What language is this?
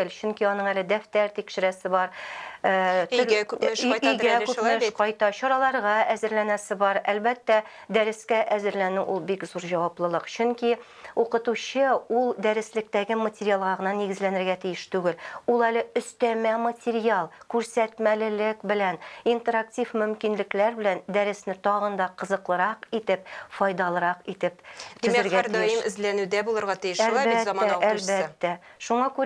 Tatar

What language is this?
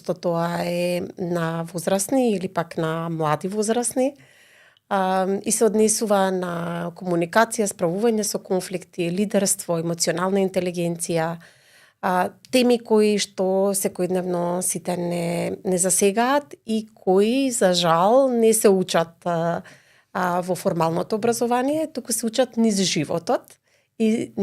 Macedonian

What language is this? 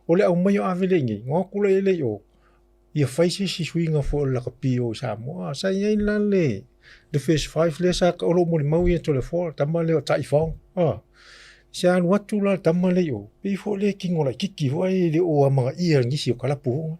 Samoan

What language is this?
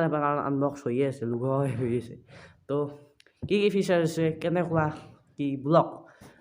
Assamese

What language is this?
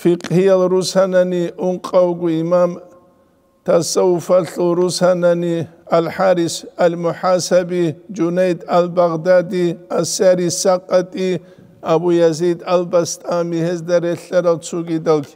Avaric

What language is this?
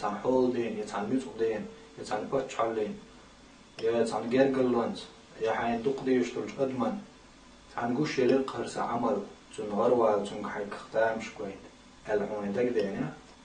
Chechen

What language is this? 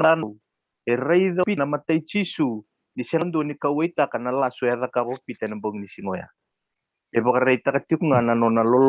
Fijian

